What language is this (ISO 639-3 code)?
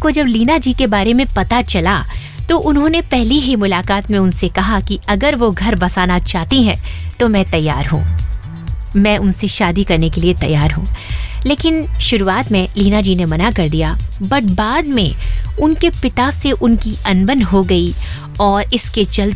hin